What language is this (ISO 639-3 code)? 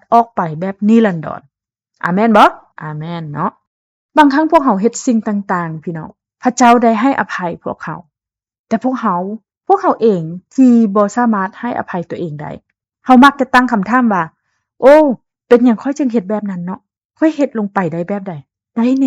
lao